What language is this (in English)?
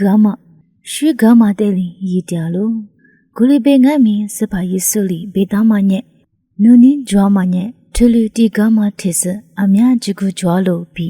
Lisu